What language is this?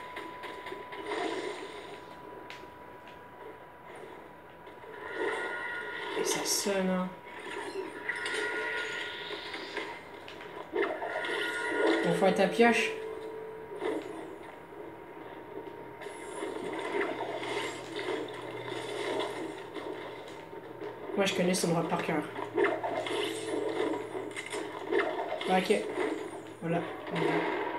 French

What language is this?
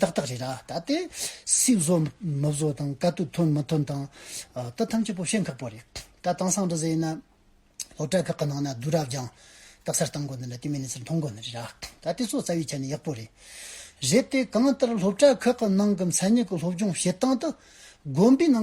Amdo Tibetan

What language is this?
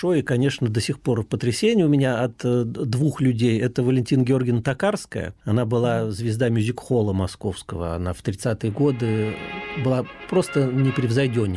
Russian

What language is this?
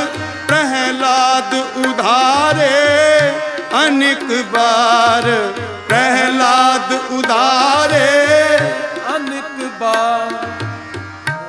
Punjabi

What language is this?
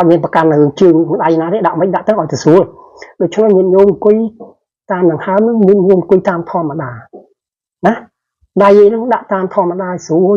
Khmer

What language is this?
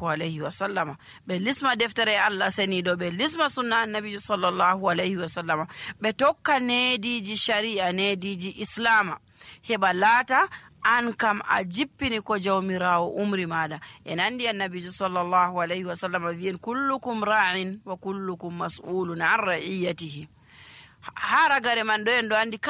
Nigerian Fulfulde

